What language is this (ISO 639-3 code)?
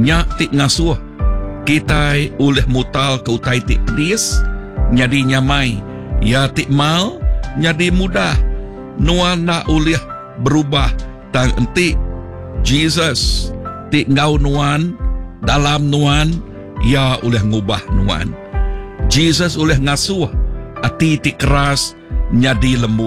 iba